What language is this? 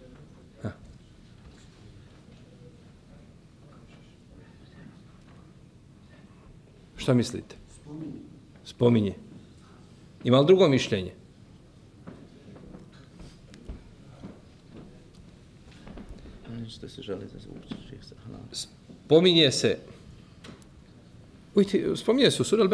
Bosnian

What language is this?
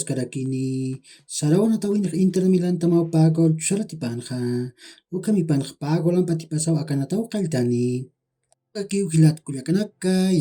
Aymara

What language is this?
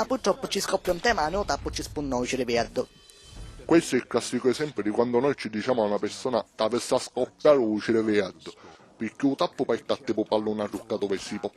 Sicilian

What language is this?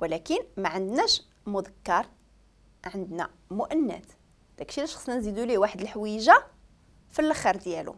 Moroccan Arabic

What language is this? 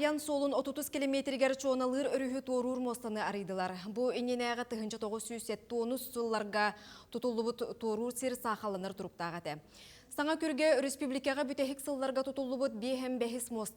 Yakut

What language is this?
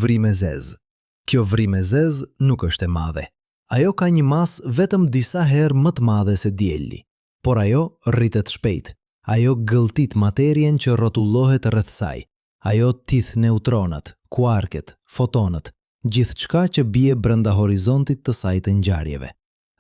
Albanian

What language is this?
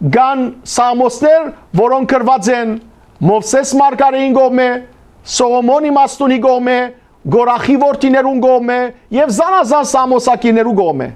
Western Armenian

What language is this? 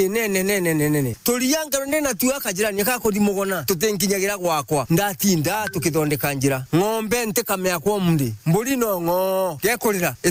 Meru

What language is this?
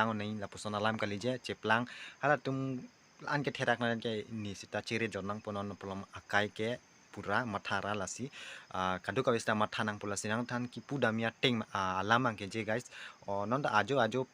Karbi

